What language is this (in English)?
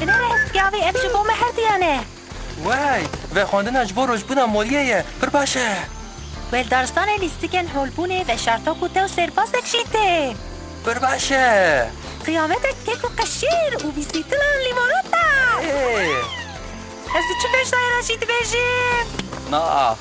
Kurdish